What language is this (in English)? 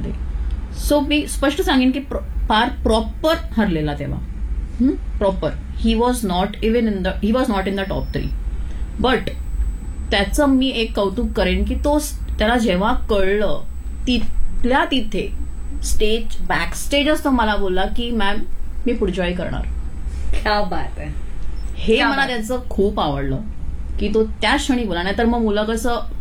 Marathi